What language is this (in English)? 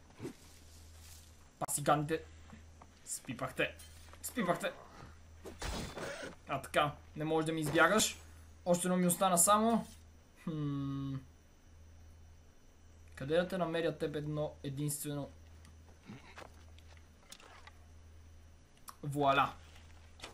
Bulgarian